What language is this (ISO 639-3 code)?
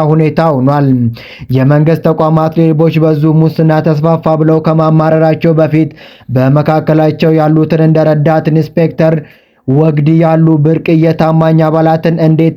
amh